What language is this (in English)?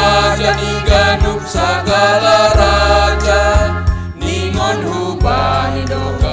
Batak Simalungun